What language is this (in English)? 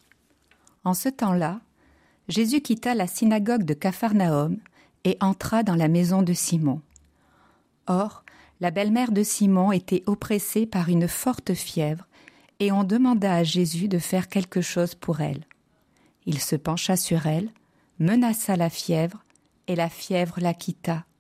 French